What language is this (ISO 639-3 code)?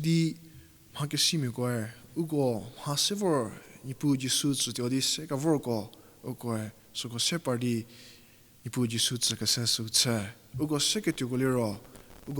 njm